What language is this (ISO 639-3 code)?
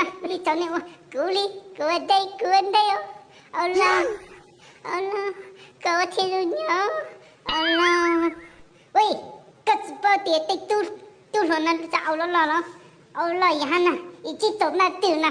hmn